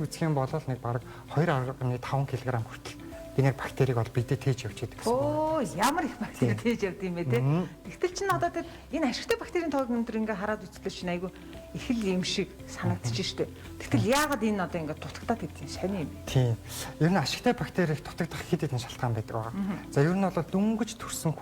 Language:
Mongolian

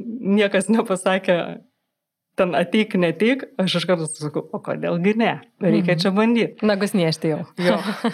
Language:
Lithuanian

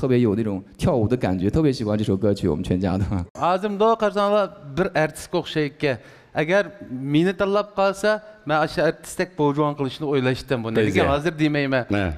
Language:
Uyghur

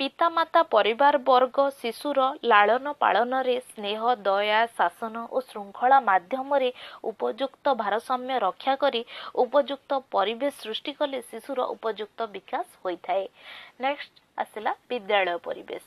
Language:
Odia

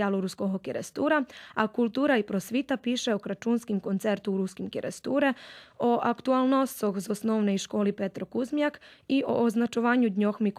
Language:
Rusyn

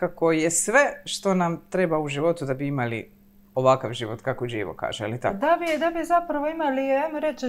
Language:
Croatian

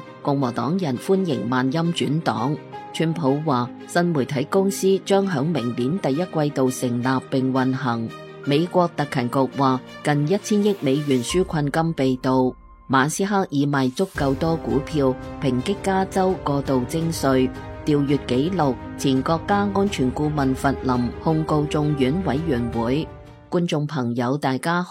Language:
Cantonese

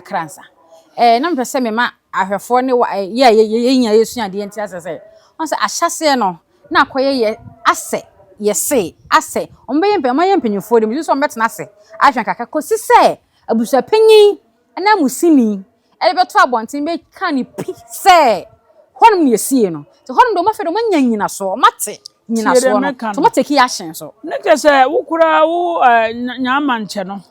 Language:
Akan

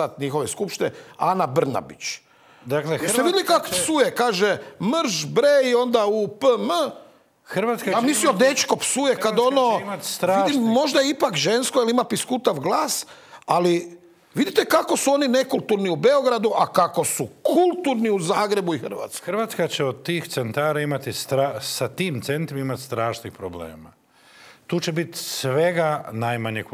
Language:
Croatian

